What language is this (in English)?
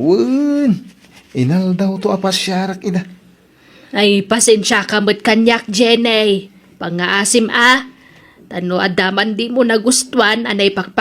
Iloko